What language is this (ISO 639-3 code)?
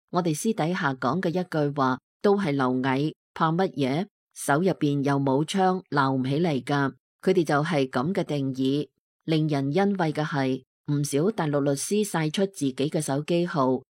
yue